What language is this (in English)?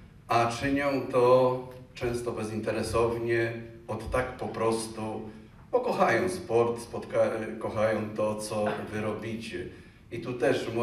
Polish